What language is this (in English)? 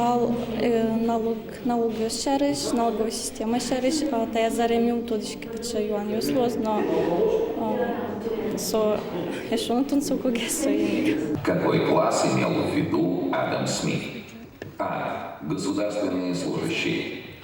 Udmurt